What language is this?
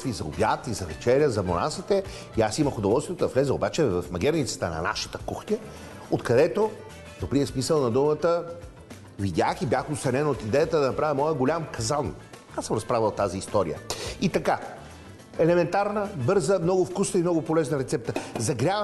Bulgarian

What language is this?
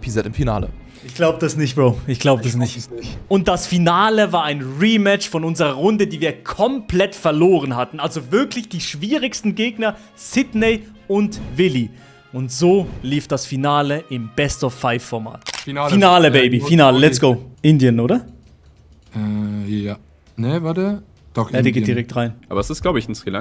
Swiss German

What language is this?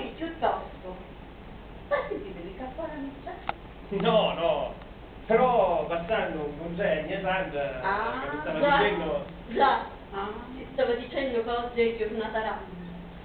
Sicilian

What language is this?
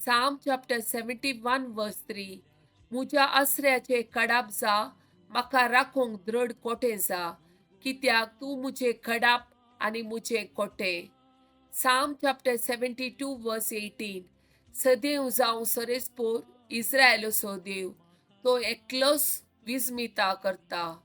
Konkani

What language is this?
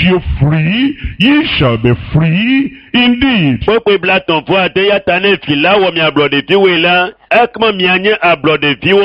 Ewe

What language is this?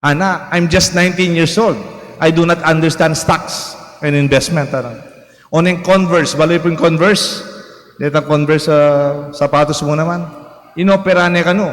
Pampanga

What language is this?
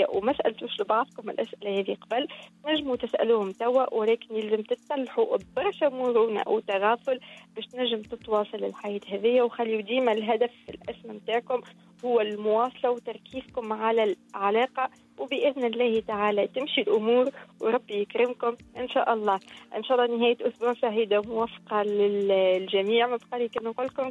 Tunisian Arabic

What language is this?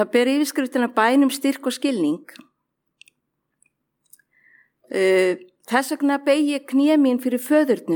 Icelandic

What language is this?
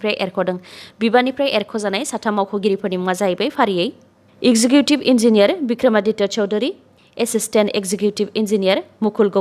Bodo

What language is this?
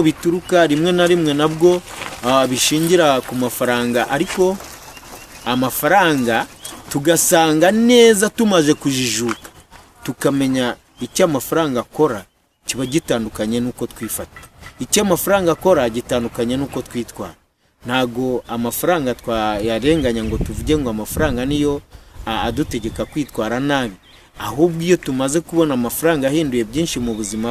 Kinyarwanda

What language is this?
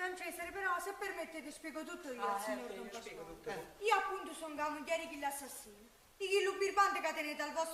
Neapolitan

